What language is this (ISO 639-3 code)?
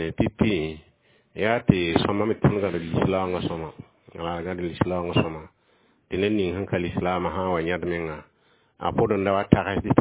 mos